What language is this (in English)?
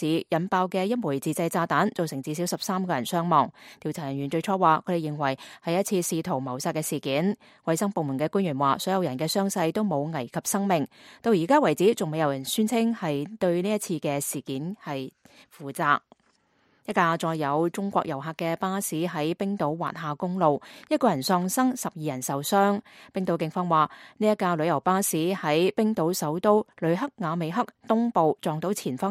Cantonese